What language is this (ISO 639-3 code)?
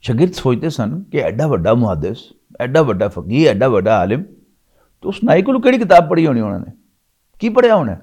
lah